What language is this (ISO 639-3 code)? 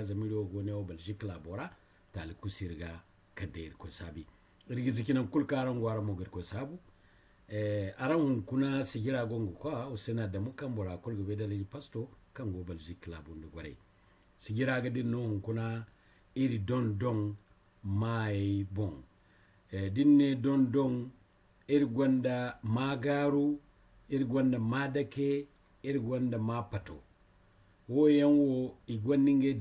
dje